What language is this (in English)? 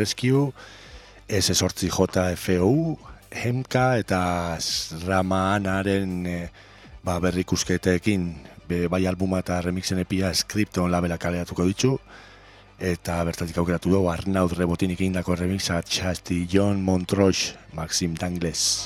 Basque